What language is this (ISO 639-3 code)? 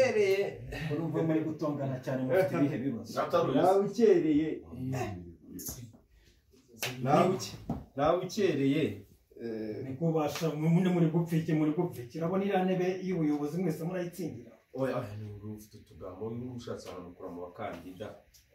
kin